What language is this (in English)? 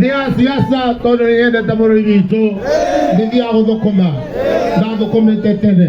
Kikuyu